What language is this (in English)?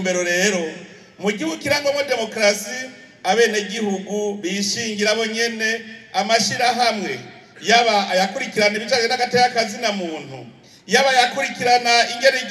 Rundi